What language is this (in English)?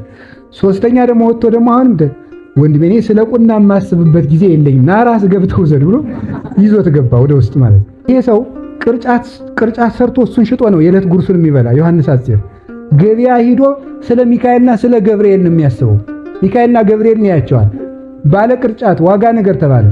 Amharic